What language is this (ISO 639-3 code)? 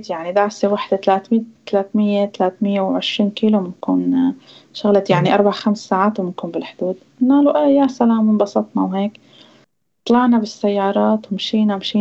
apc